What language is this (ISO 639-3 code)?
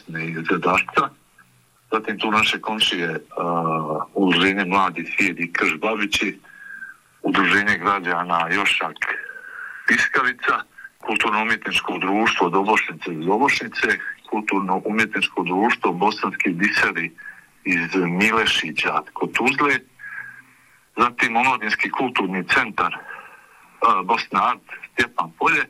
bos